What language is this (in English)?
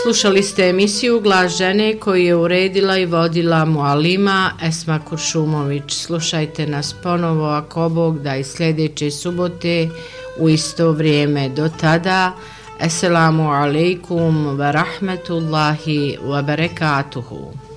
Bosnian